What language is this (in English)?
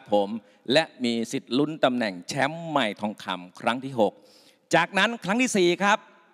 Thai